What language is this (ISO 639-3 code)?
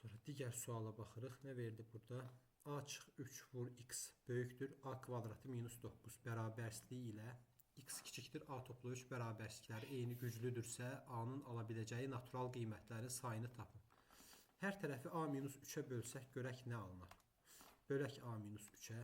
aze